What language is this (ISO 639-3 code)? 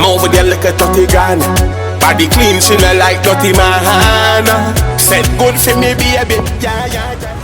jam